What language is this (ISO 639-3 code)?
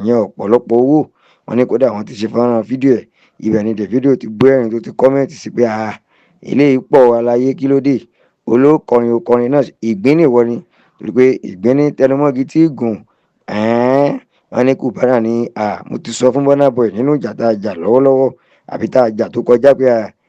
yor